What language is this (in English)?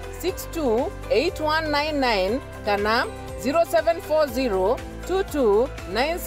Meru